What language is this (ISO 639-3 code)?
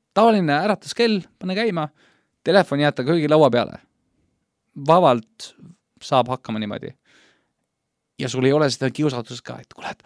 est